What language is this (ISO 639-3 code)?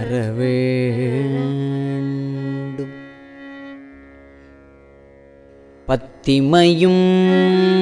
tam